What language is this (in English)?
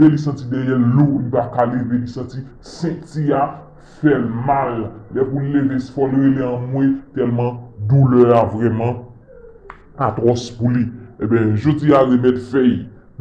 Haitian Creole